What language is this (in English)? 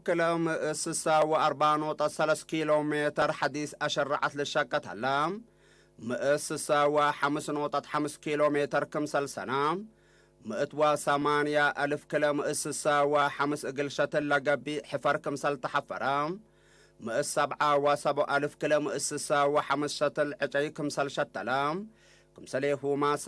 Tigre